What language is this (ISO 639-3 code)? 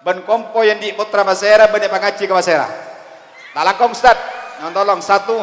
mad